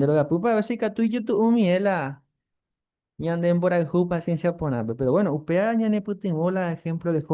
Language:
Guarani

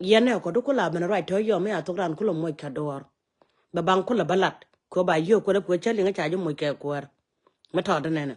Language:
Nuer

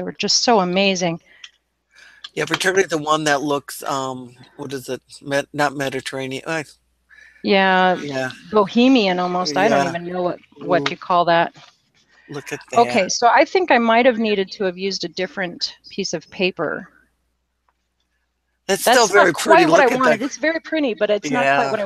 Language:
English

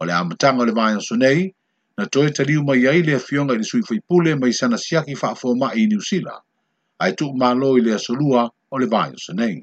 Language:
Samoan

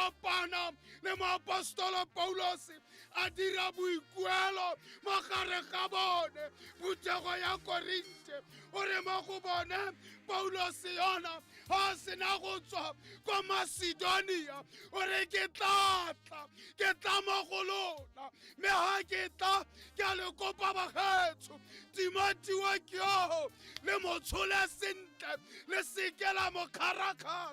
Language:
Tswana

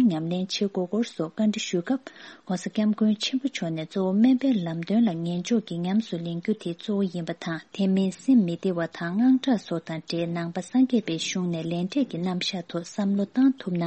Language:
Tibetan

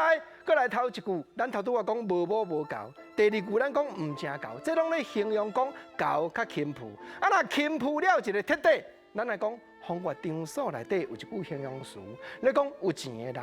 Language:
Min Nan Chinese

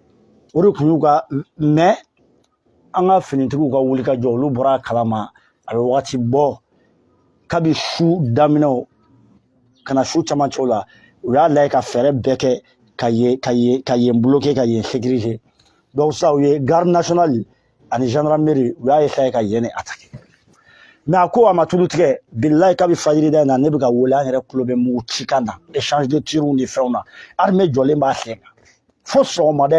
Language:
Bambara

